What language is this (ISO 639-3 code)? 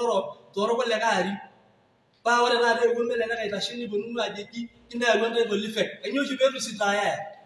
mas